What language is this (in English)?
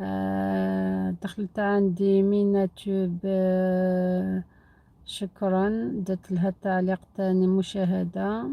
Algerian Arabic